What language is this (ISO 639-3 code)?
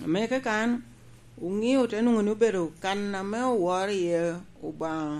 laj